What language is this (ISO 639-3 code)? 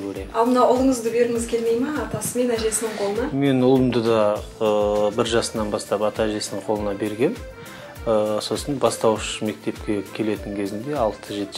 kaz